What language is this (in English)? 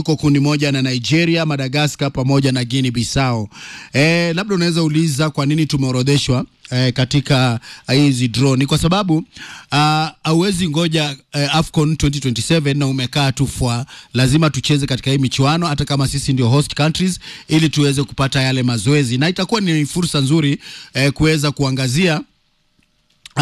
Swahili